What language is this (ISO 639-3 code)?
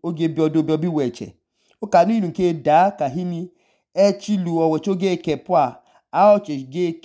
idu